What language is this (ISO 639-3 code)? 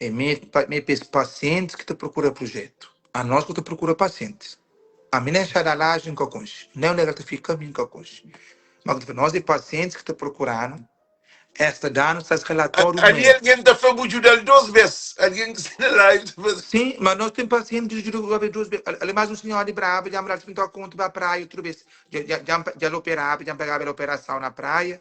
kea